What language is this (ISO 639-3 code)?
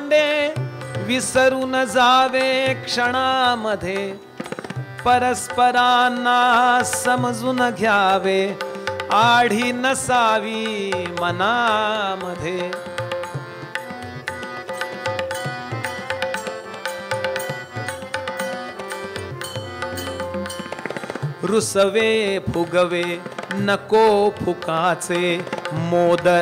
mar